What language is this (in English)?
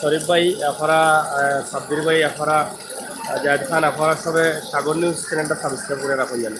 Sylheti